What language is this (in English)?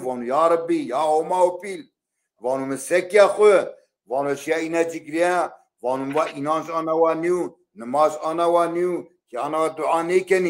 Zaza